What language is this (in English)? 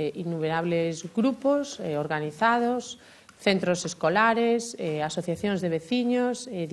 Galician